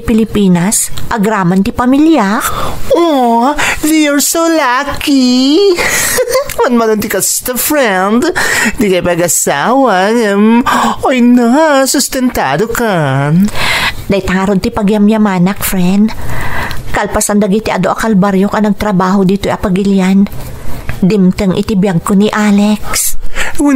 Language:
Iloko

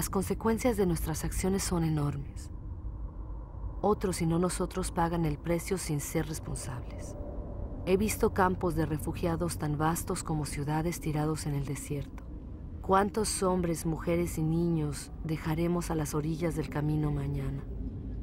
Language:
Spanish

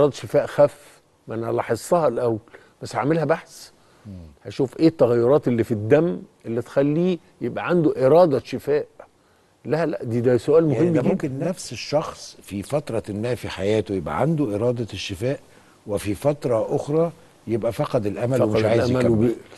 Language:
Egyptian Arabic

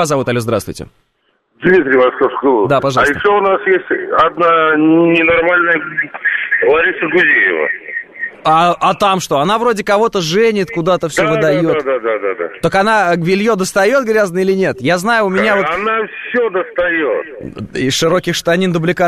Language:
Russian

